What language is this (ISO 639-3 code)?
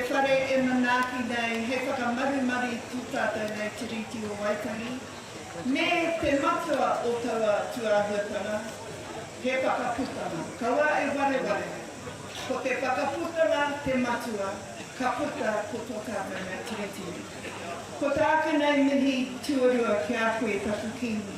mri